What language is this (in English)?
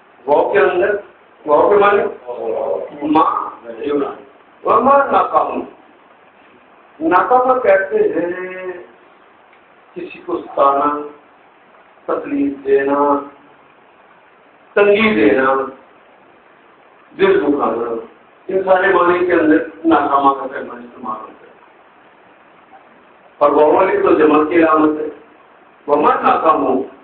Urdu